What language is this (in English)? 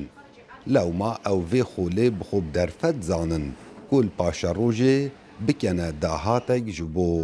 Kurdish